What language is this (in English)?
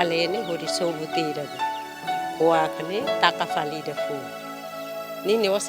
Tetum